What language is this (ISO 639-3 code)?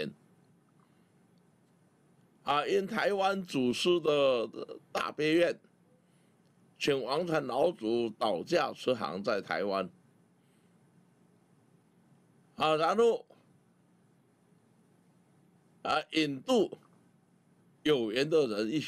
zho